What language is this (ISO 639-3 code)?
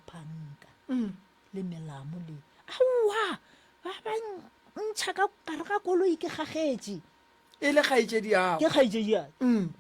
nso